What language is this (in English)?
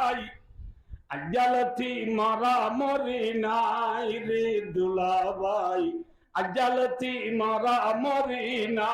Rohingya